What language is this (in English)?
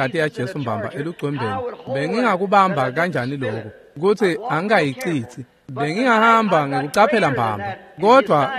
Swati